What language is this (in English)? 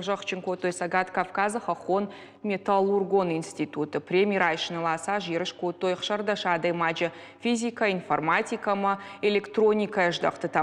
Ossetic